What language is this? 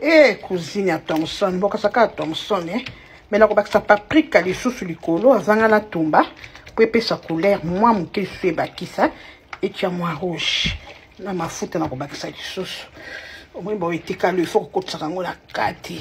Lingala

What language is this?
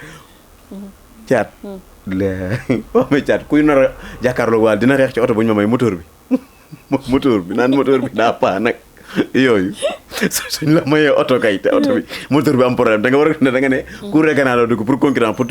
Wolof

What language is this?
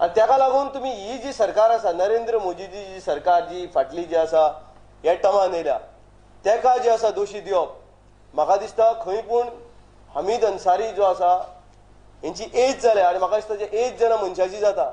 Konkani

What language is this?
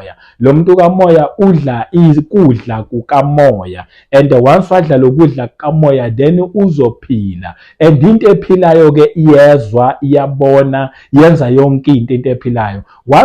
Zulu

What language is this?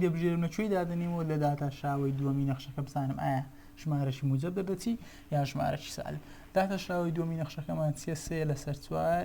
Central Kurdish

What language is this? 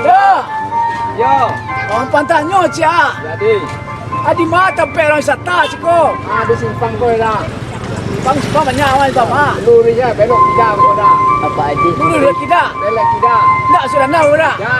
Minangkabau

